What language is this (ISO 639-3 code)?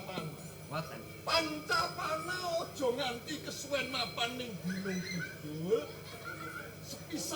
jav